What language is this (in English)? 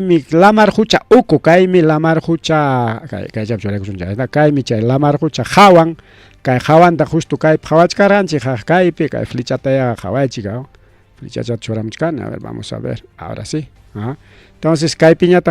Ayacucho Quechua